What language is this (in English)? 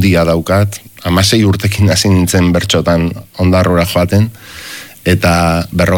Basque